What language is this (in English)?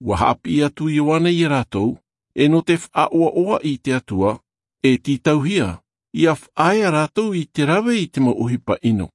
Tahitian